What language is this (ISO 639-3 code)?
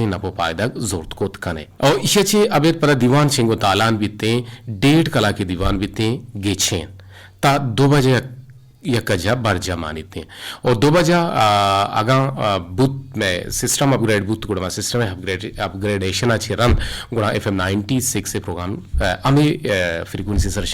bgp